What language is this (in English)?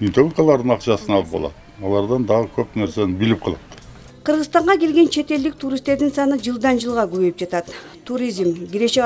Kyrgyz